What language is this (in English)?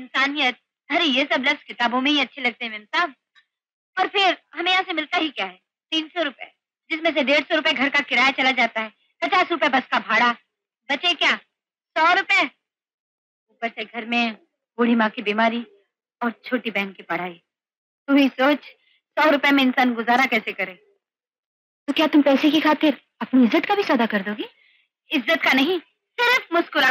Hindi